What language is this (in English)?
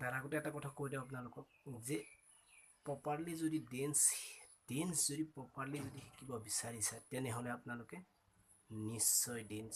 Assamese